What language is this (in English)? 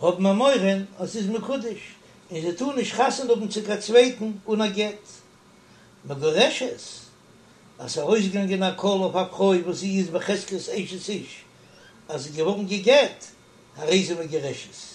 Yiddish